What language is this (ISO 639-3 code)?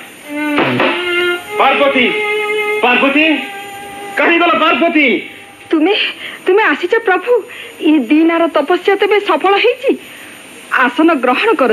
ori